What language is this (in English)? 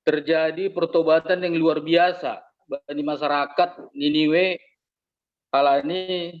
Batak Simalungun